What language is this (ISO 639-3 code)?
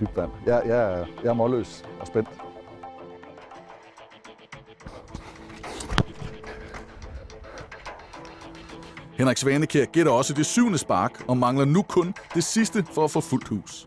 dan